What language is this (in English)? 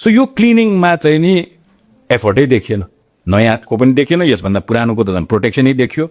Nepali